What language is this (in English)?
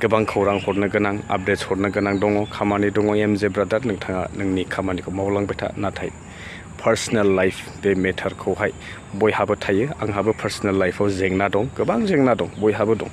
Bodo